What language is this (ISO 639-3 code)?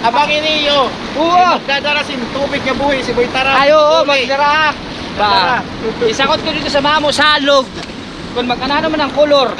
war